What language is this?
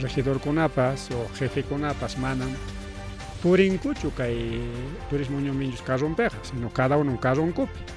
Ayacucho Quechua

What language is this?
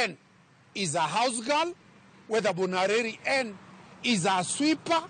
Luo (Kenya and Tanzania)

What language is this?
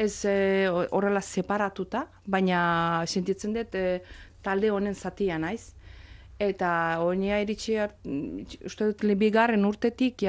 Basque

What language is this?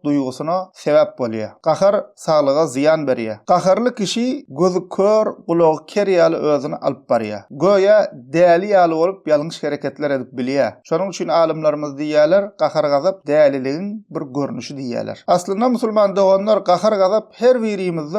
Turkmen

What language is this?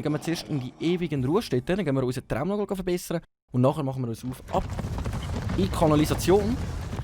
Swiss German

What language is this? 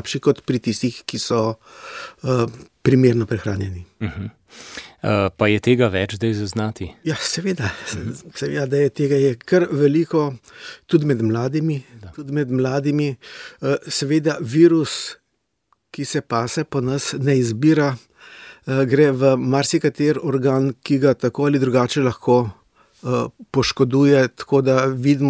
Slovenian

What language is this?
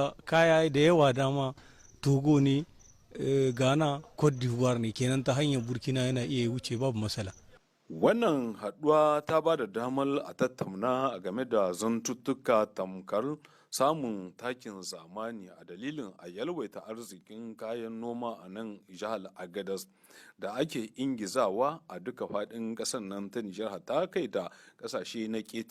Hausa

